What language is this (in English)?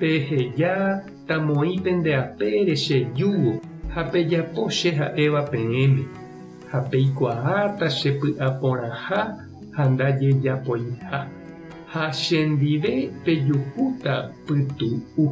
Guarani